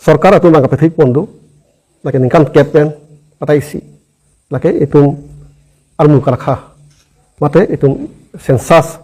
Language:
Karbi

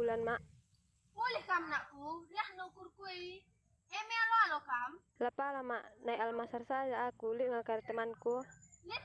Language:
Batak Karo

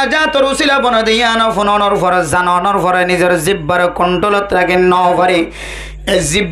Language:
Rohingya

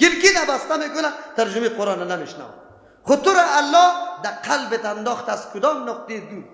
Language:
Persian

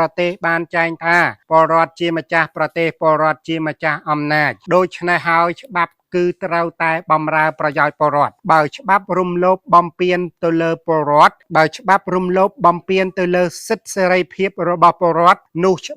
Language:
Khmer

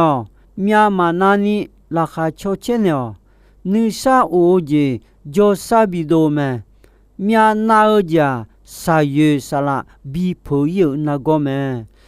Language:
Akha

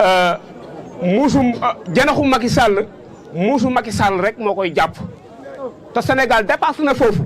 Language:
Wolof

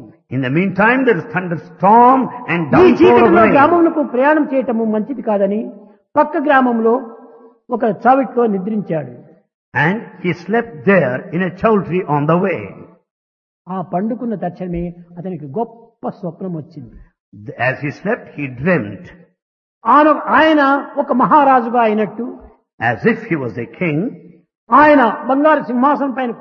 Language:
Telugu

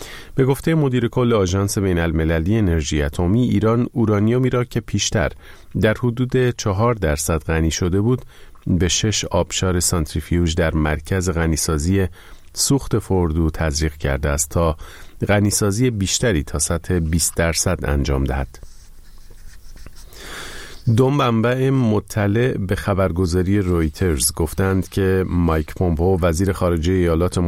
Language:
Persian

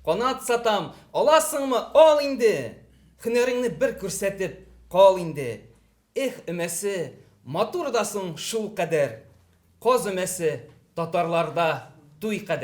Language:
Tatar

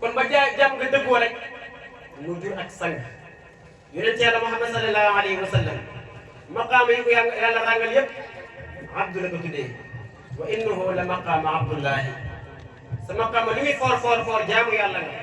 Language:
Wolof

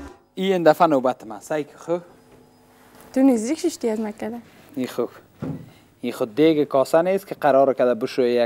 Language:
Persian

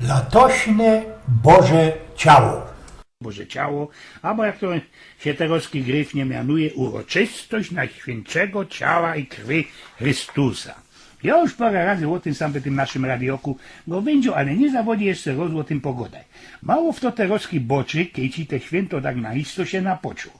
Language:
Silesian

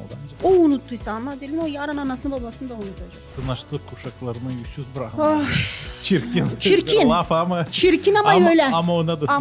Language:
Gagauz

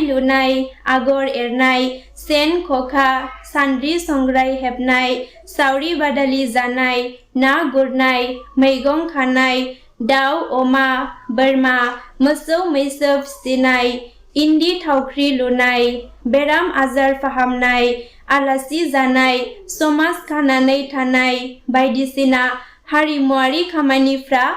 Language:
Bodo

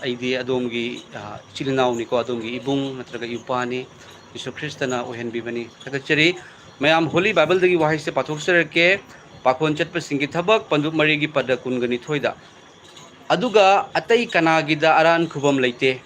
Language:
Manipuri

